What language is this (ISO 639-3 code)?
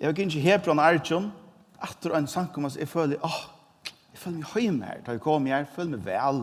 fao